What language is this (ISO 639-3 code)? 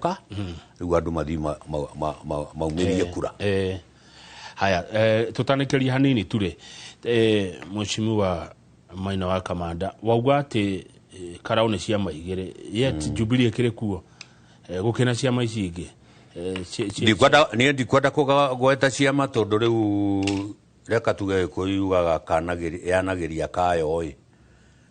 kik